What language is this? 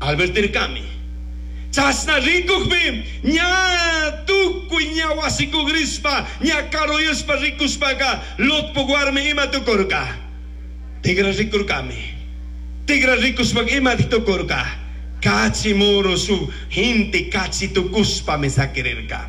Chimborazo Highland Quichua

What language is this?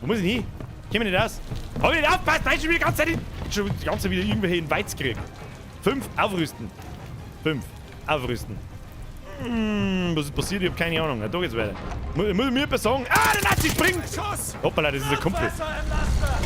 Bavarian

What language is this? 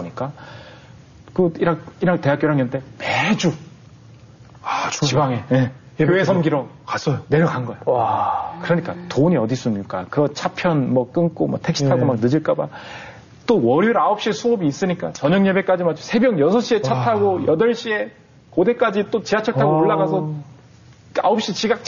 Korean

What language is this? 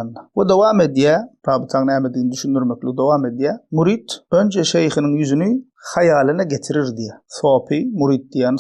Turkmen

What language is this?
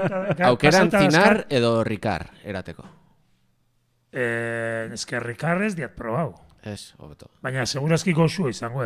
Basque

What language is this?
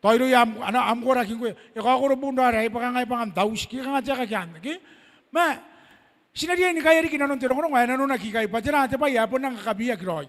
Gilbertese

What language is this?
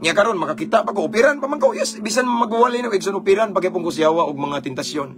Cebuano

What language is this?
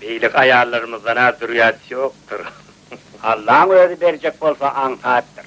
Turkmen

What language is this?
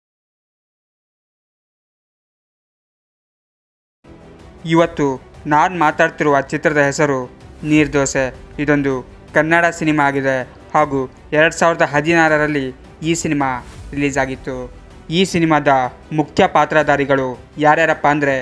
Kannada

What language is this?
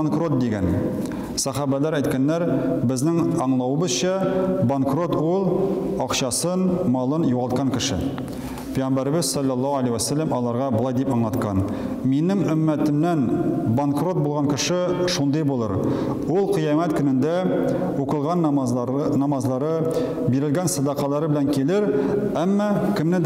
Tatar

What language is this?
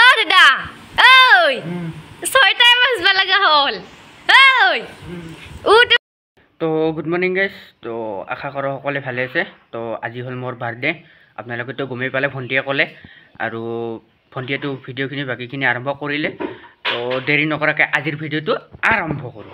Assamese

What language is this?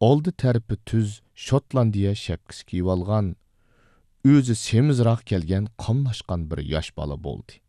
Uyghur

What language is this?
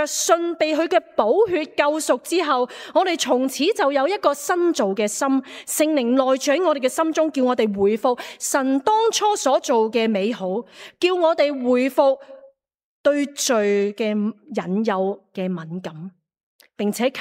Cantonese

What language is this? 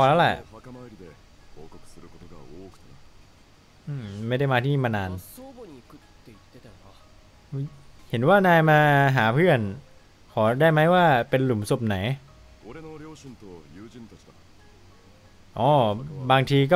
Thai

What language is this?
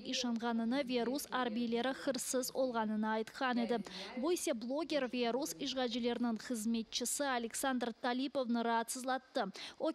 Crimean Tatar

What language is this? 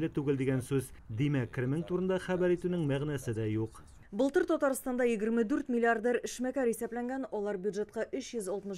Tatar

